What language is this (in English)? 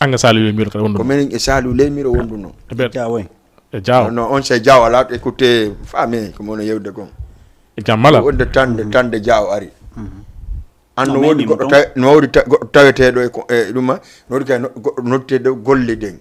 Fula